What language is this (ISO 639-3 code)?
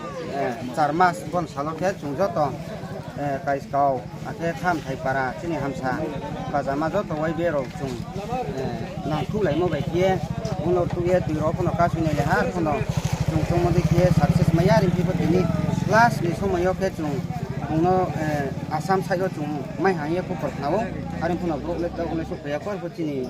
ria